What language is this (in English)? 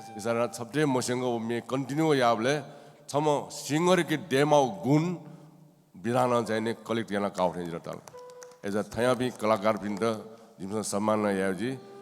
Newari